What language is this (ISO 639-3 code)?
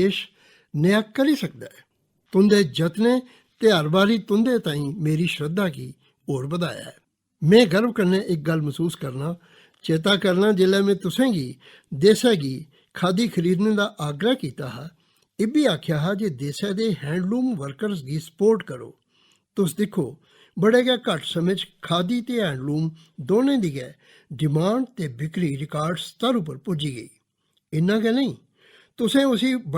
doi